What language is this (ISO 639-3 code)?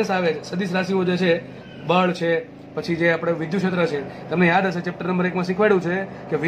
guj